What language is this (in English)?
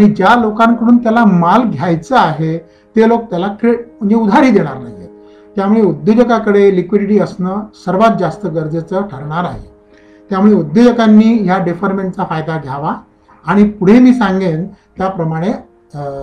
Marathi